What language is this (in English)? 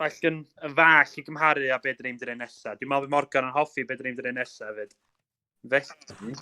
Welsh